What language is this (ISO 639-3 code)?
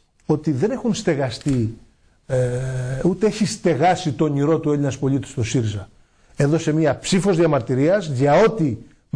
ell